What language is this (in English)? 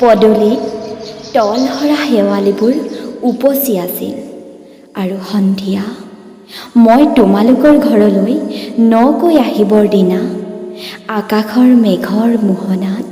Assamese